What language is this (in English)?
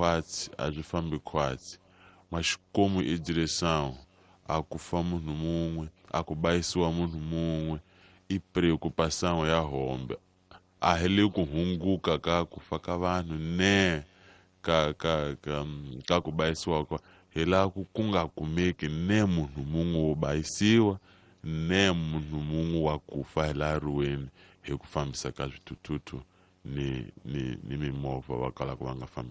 Tsonga